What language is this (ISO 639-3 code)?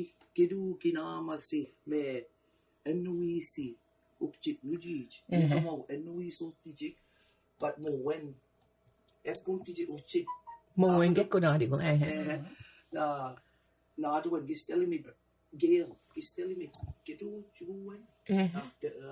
mic